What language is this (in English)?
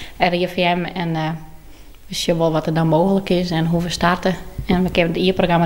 Western Frisian